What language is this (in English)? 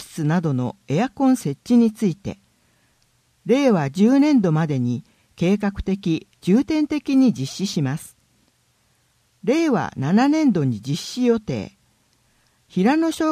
Japanese